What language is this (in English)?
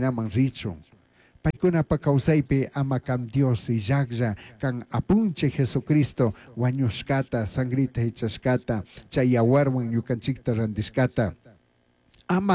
Chimborazo Highland Quichua